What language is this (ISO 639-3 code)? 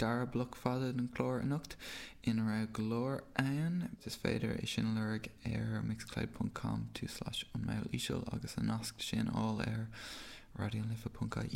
gle